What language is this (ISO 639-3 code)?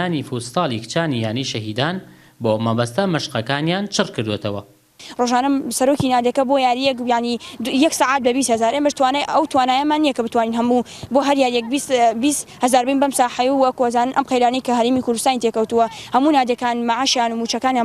ckb